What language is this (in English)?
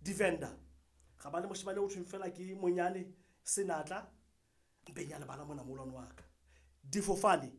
Southern Sotho